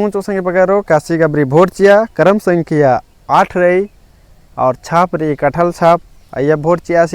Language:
Kurukh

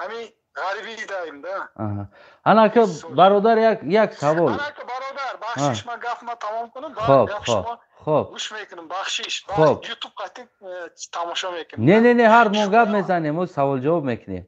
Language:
Tajik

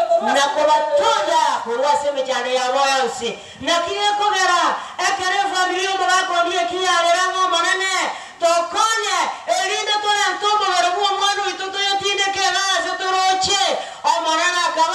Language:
Gusii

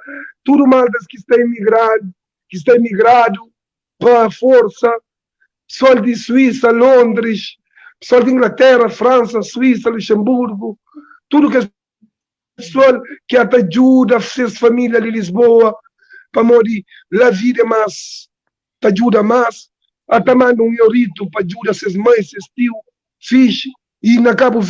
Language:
Kabuverdianu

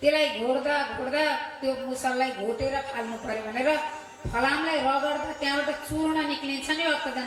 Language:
Nepali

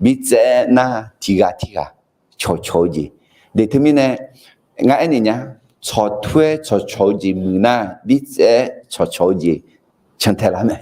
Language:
Akha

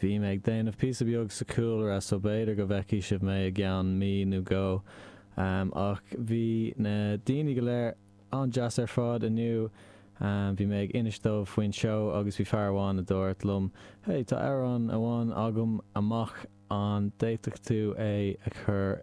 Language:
Irish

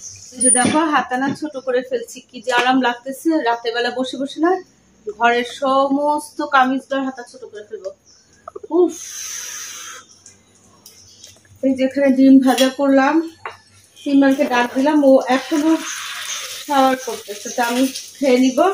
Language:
Bangla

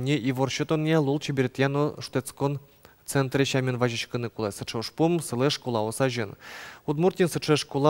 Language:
Udmurt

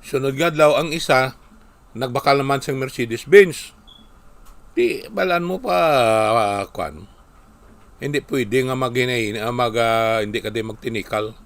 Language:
Hiligaynon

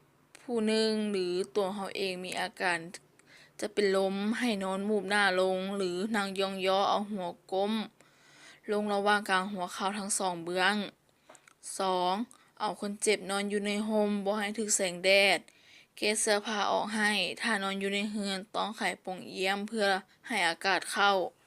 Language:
Lao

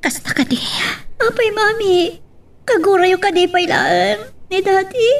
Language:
Iloko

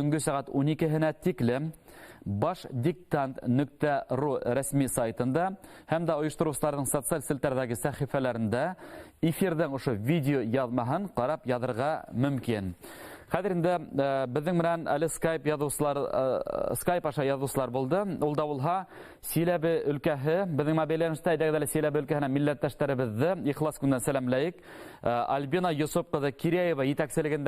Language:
Bashkir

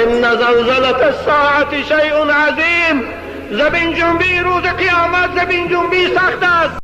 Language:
Tajik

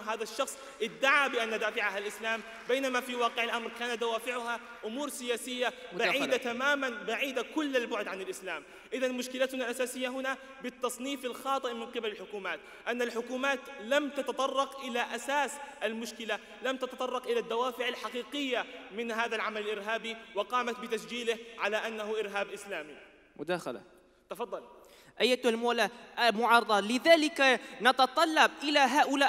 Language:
Arabic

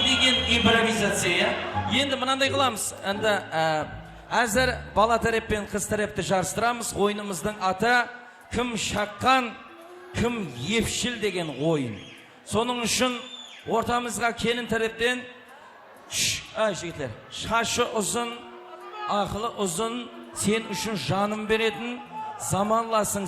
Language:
Kara-Kalpak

